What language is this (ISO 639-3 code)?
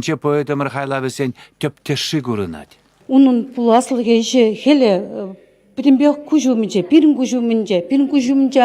chv